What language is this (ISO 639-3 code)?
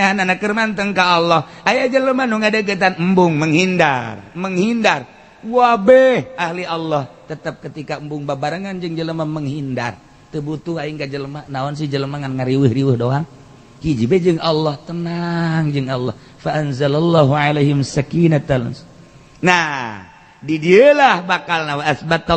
sun